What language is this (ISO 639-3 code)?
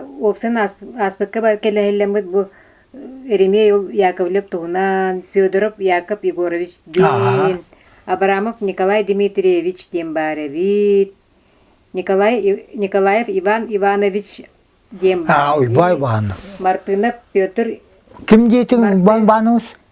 sah